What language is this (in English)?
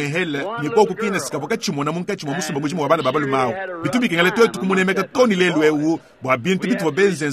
Luba-Lulua